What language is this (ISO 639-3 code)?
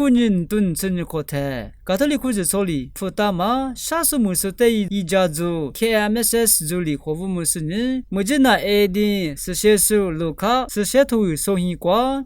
lis